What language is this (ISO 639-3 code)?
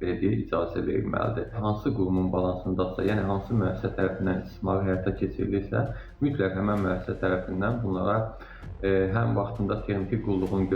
aze